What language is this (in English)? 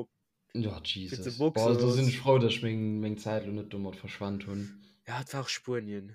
Luxembourgish